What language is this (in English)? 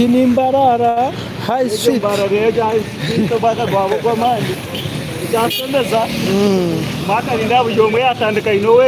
Nyankole